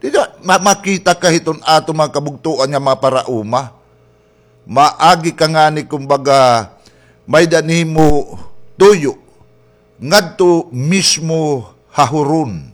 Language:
Waray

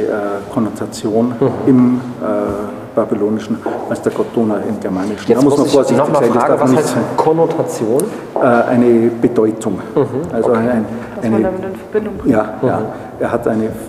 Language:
German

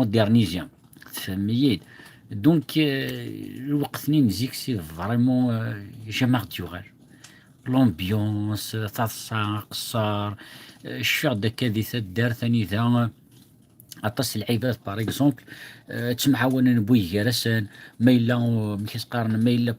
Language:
Kabyle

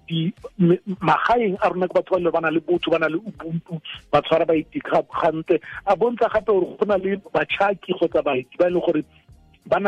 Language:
Tswana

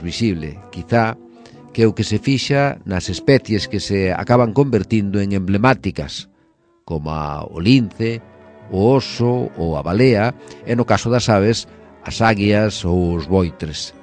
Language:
Galician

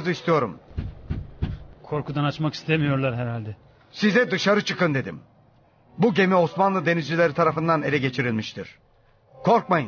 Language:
Turkish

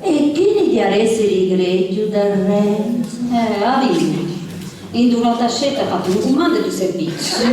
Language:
Sardinian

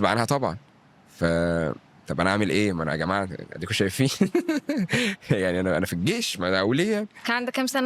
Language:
Egyptian Arabic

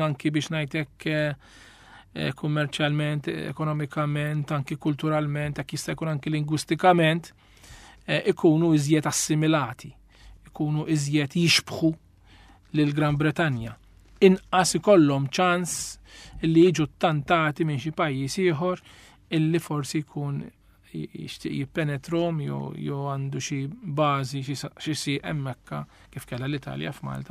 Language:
Maltese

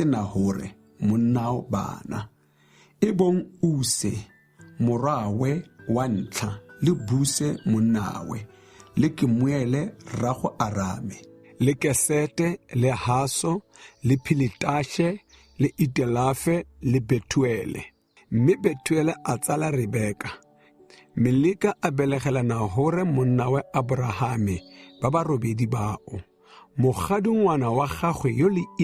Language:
Tswana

